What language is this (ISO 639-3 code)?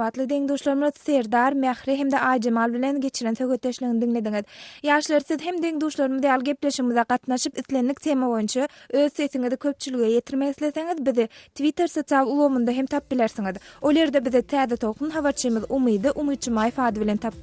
tuk